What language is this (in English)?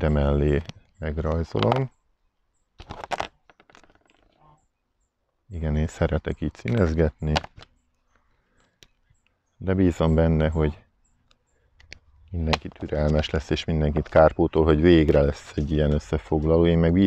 Hungarian